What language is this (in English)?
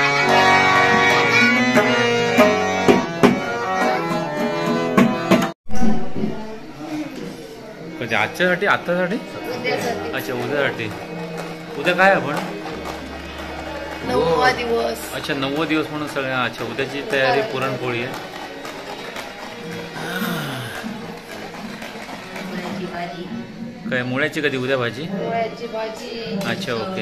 Marathi